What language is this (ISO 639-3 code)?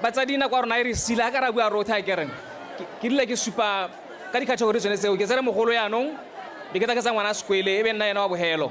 tsn